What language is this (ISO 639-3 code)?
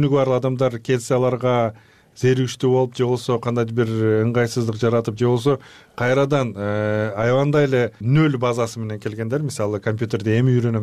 kir